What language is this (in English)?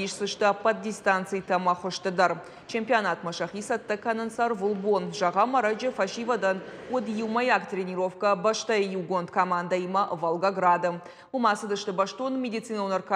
Ossetic